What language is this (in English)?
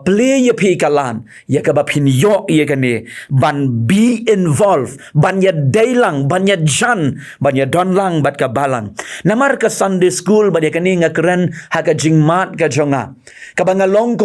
Khasi